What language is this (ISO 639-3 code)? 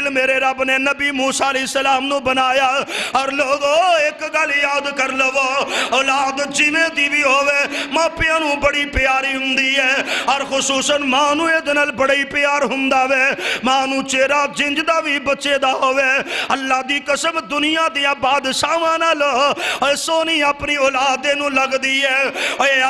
lah